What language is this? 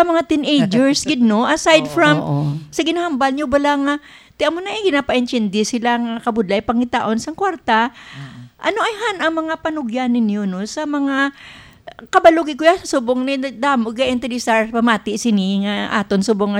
Hiligaynon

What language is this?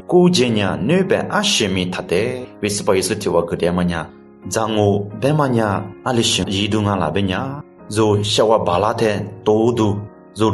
Lisu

